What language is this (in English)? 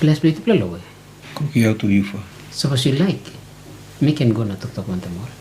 Tok Pisin